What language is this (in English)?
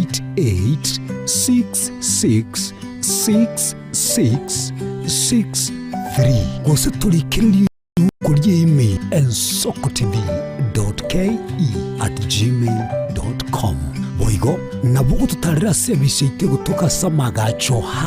Gusii